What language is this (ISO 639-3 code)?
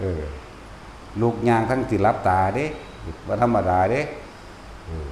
tts